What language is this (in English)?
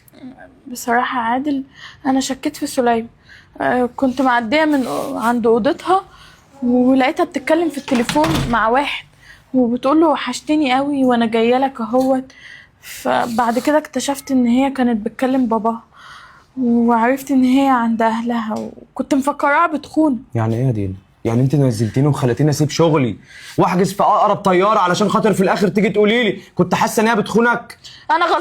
Egyptian Arabic